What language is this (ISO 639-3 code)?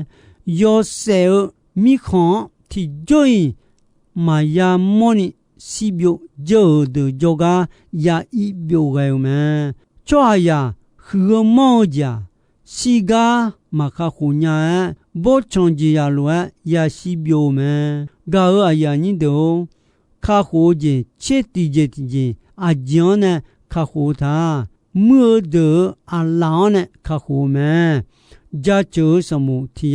ahk